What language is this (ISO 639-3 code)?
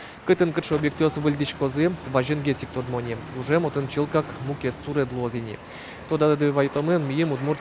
udm